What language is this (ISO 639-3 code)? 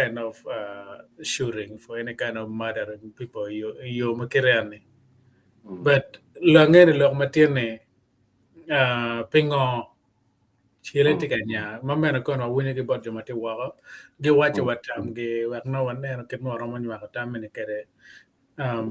ach